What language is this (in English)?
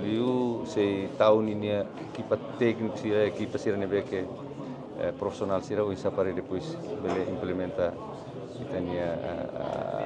Tetum